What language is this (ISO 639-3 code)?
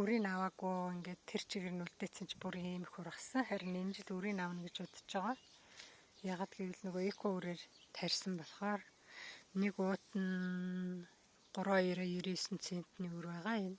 mon